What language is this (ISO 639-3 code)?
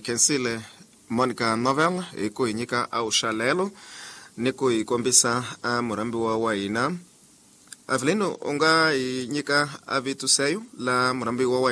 tso